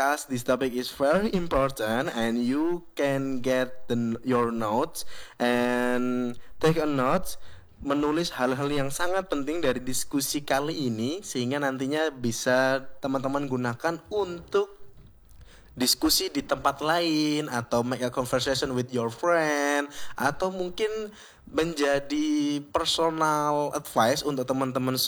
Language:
Indonesian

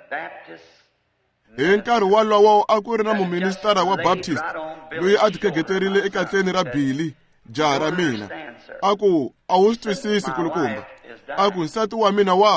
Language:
Tsonga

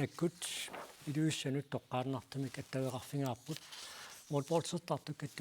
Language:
Kalaallisut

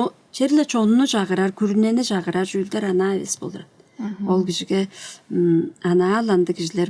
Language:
Tuvinian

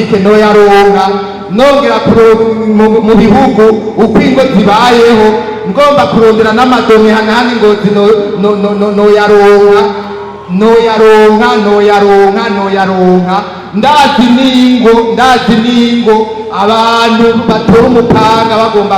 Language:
Rundi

